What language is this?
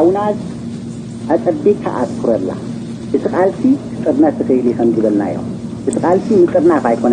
Tigrinya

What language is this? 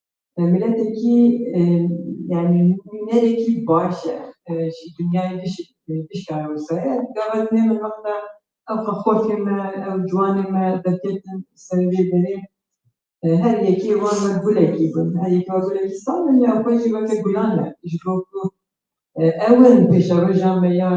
Kurdish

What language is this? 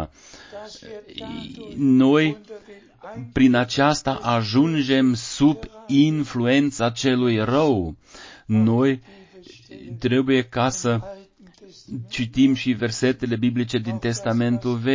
Romanian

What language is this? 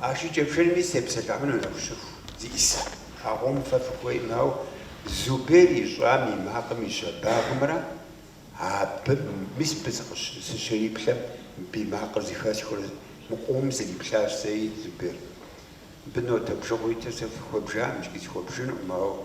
Kabardian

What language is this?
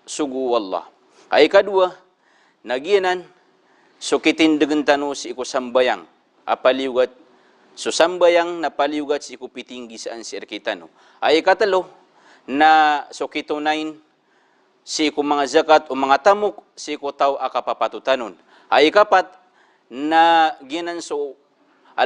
Maranao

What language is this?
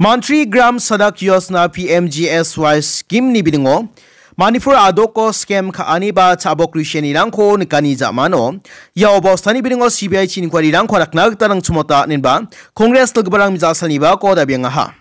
Garo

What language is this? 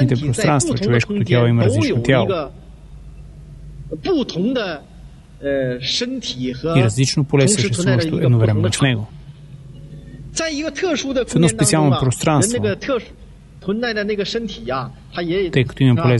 Bulgarian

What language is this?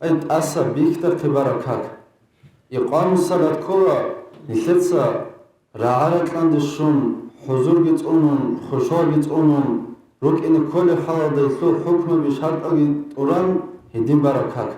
Avaric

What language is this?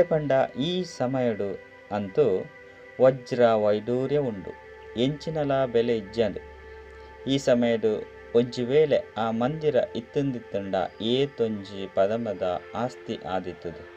Tulu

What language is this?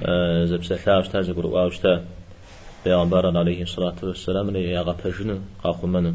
Kabardian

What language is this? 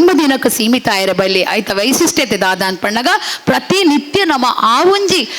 Tulu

